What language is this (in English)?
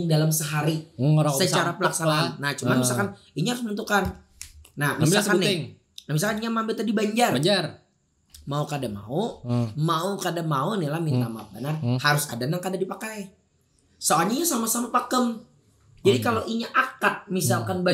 Banjar